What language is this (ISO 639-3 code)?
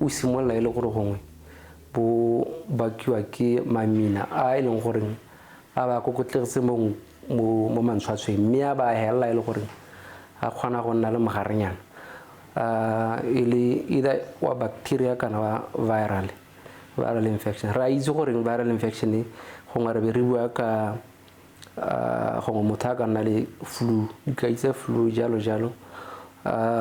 tsn